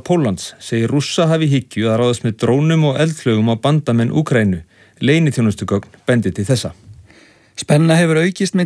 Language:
Icelandic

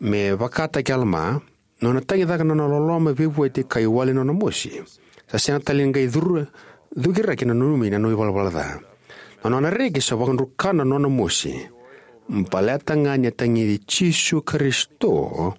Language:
Fijian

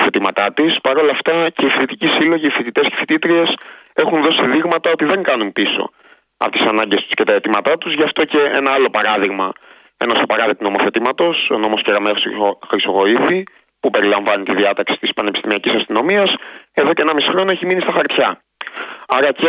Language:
Greek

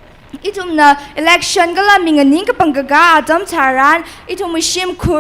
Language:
Tangkhul Naga (India)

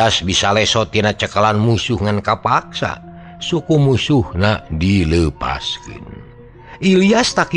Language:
Sundanese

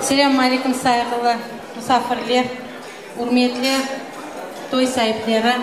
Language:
Crimean Tatar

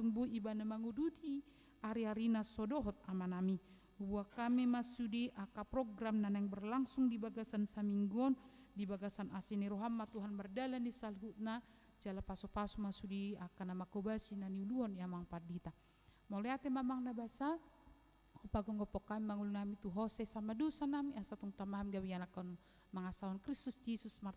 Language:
Batak Toba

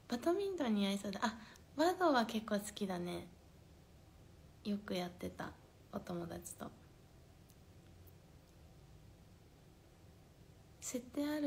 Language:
Japanese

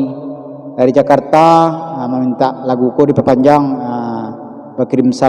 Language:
Minangkabau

